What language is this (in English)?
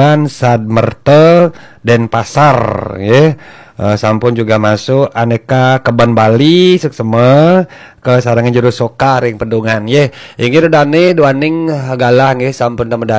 Balinese